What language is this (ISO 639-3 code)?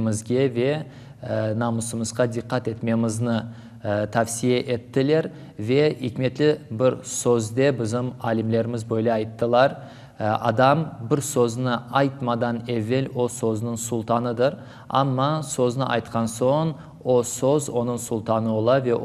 crh